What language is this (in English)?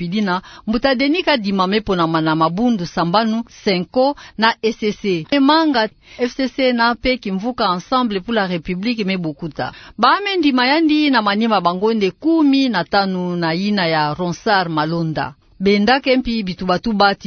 Kituba (Democratic Republic of Congo)